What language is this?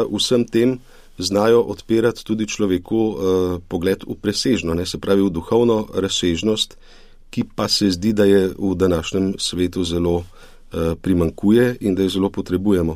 Slovenian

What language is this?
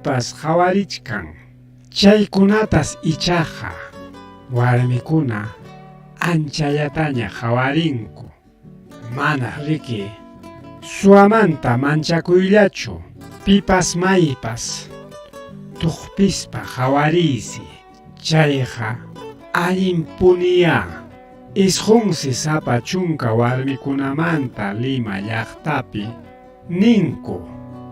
Ayacucho Quechua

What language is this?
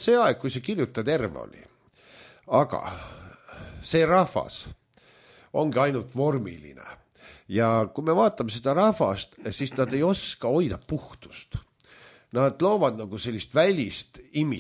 Estonian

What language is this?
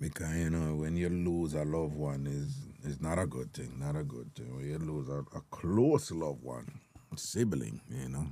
Jamaican Creole English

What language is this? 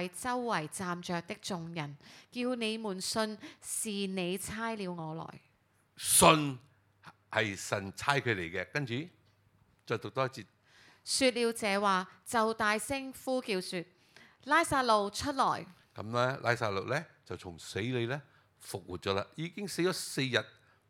Cantonese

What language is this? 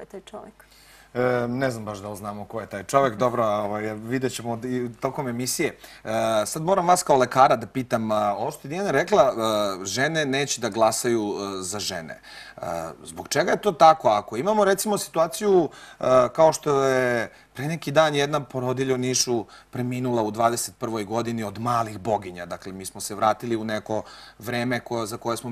Serbian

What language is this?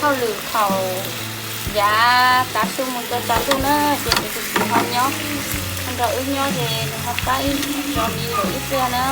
Hmong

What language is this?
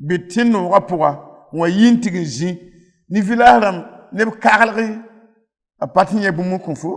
Mossi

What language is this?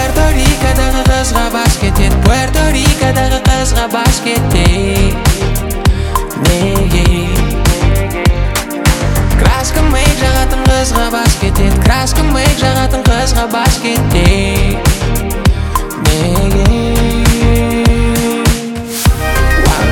Kazakh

